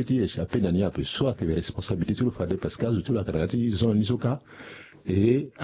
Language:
Sango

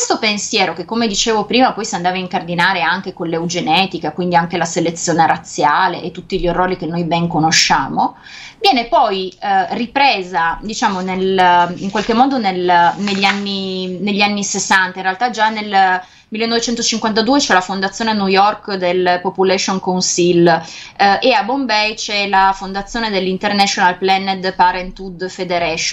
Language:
Italian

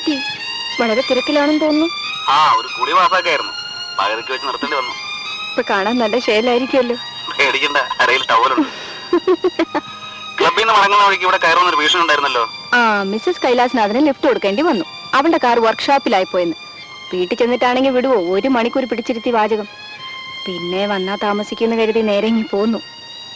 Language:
Malayalam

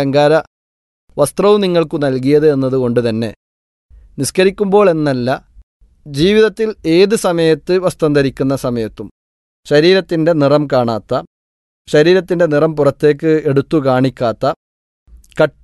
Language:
Malayalam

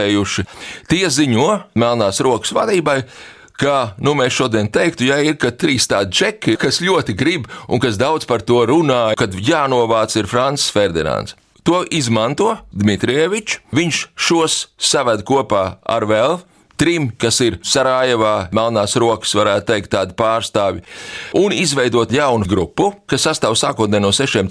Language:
Latvian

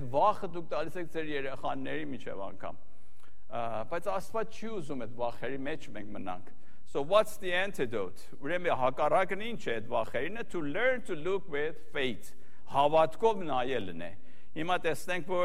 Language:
Armenian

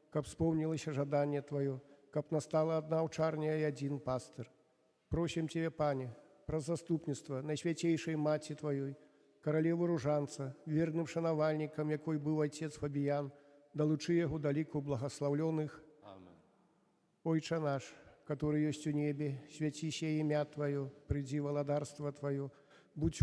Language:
Belarusian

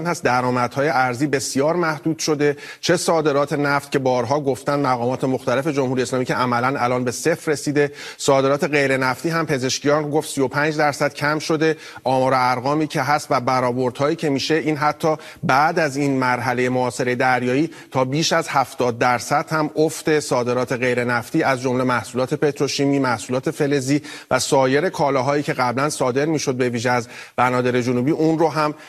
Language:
Persian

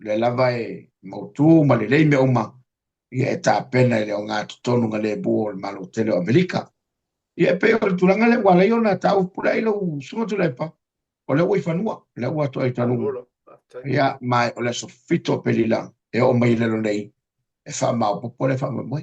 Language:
Samoan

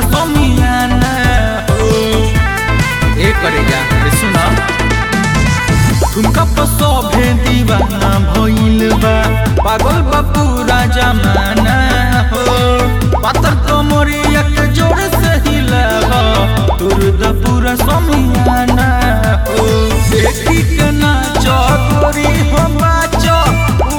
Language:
Bhojpuri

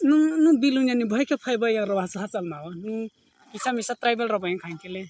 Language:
Kok Borok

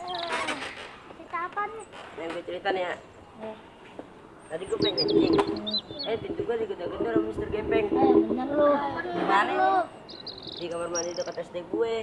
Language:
Betawi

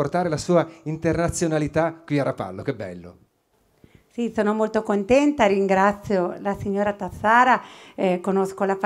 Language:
Italian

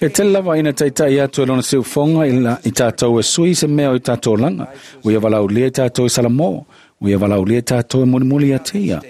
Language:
Samoan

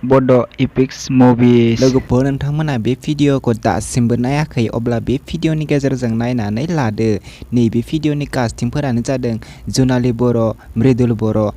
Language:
Bodo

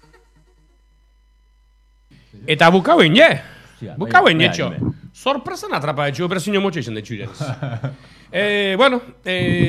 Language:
Basque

